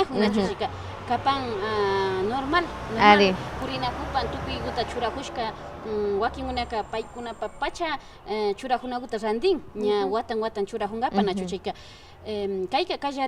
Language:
Imbabura Highland Quichua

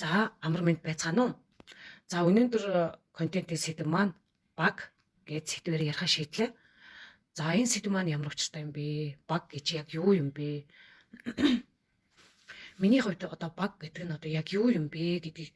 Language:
Mongolian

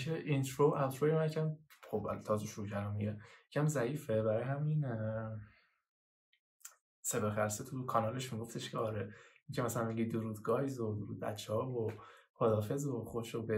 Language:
Persian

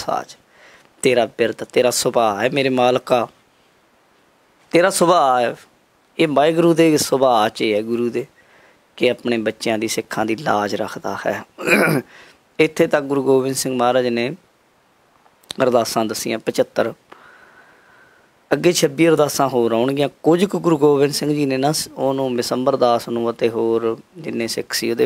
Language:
Punjabi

